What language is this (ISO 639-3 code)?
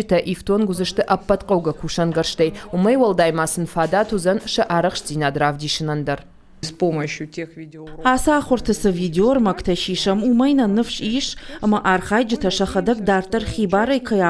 oss